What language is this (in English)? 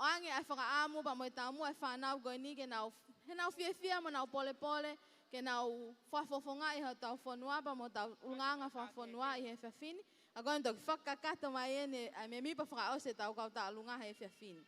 Tongan